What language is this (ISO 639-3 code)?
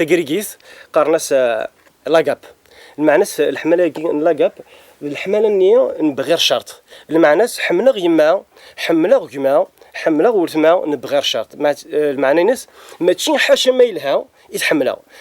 kab